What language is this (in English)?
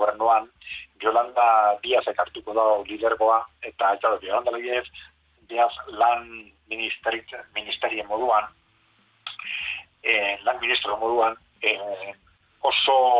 Basque